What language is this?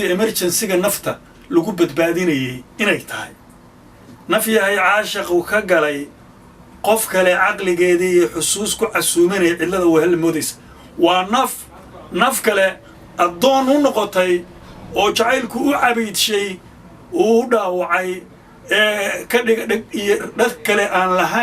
Somali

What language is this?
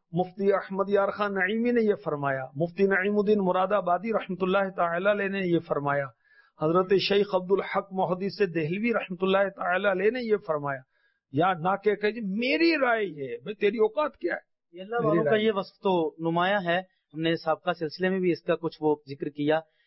Urdu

